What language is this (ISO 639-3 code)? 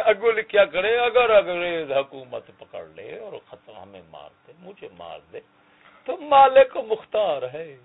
skr